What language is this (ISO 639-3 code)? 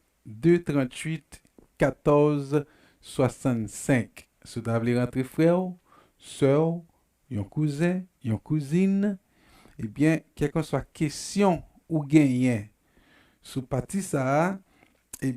hat